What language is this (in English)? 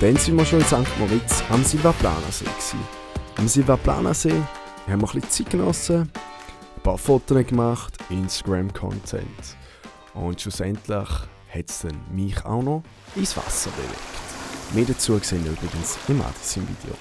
Swiss German